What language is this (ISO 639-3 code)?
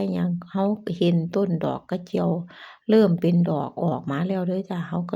lao